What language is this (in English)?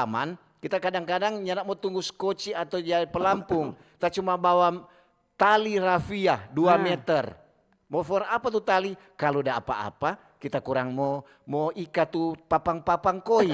Manado Malay